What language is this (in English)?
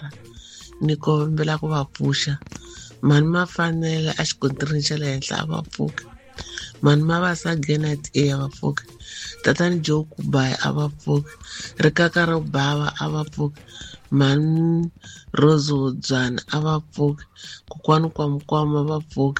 Tsonga